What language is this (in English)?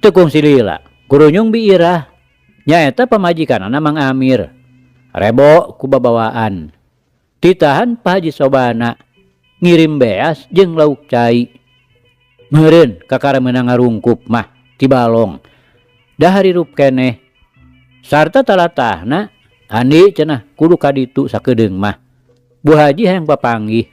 Sundanese